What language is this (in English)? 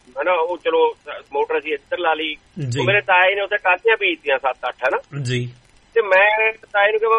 Punjabi